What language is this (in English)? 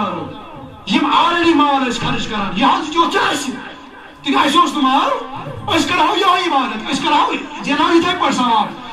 Kashmiri